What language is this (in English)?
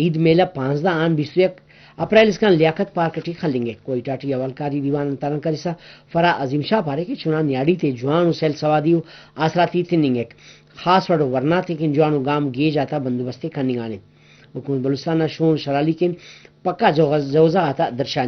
Brahui